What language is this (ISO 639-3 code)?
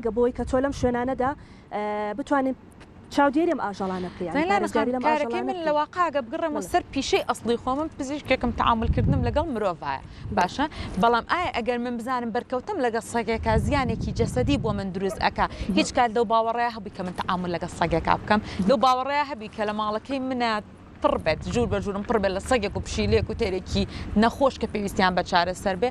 ckb